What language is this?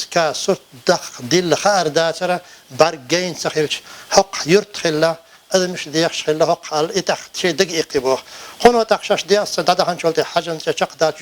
Chechen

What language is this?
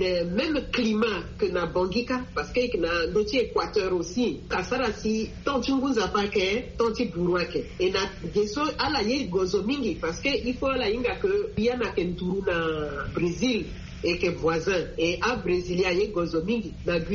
Sango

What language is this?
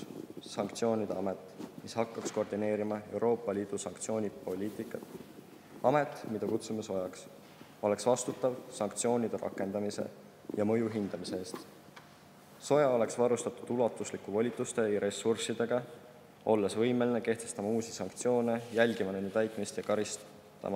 Estonian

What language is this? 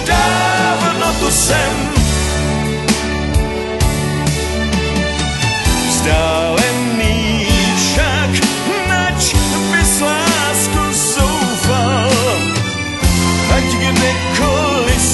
Czech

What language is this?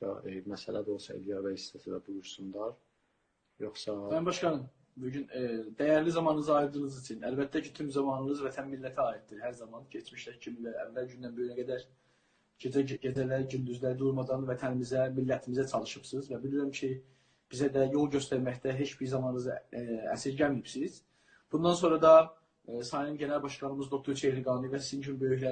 South Azerbaijani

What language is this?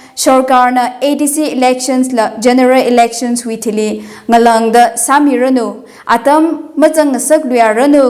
Tangkhul Naga (India)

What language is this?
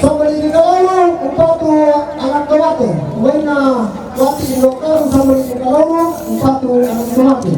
Toraja-Sa'dan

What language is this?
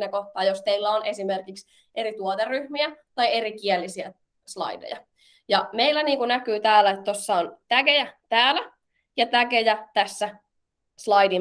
Finnish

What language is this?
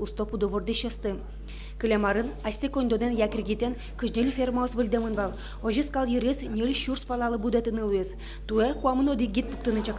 Udmurt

